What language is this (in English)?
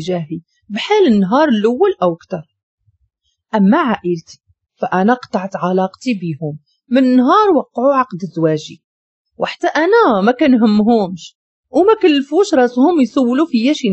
Moroccan Arabic